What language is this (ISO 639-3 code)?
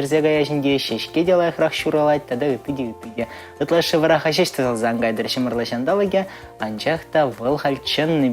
chv